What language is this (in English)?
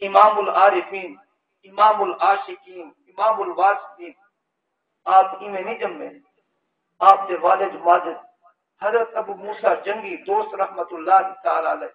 Saraiki